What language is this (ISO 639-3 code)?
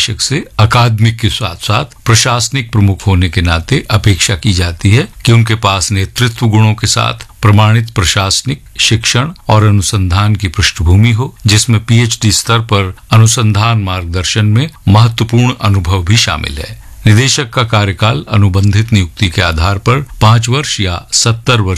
hin